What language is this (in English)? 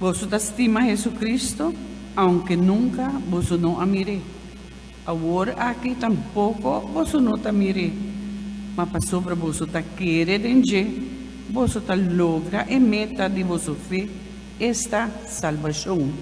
Papiamento